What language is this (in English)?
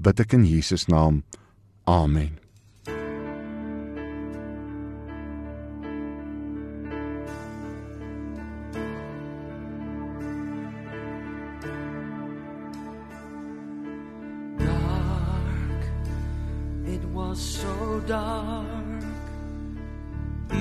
Afrikaans